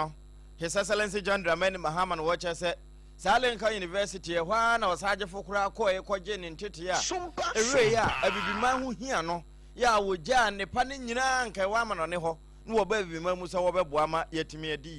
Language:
Akan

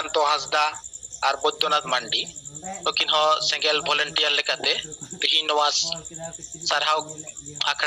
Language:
Santali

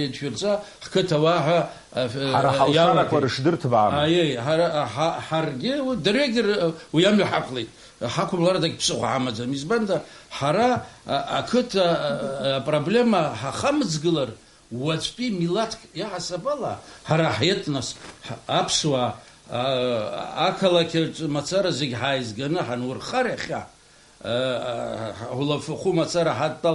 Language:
Abkhazian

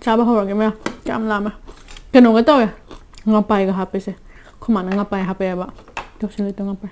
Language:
Manipuri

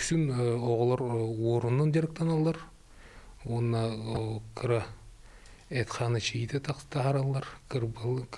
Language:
Yakut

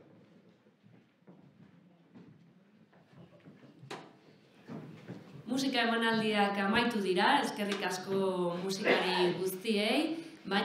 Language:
Basque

